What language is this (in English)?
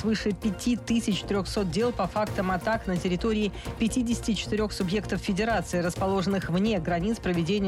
Russian